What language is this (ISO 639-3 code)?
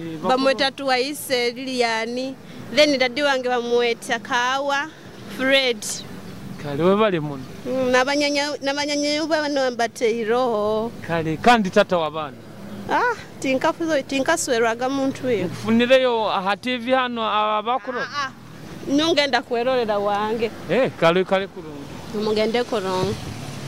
nyo